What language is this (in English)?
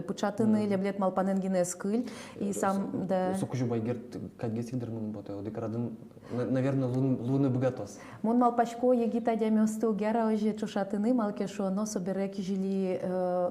Udmurt